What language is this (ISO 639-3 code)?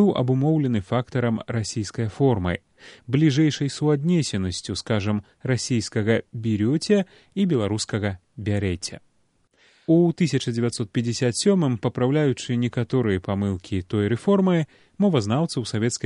bel